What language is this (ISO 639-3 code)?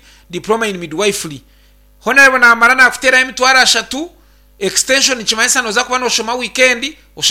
nyn